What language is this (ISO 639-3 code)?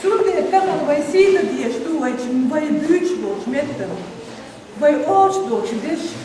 che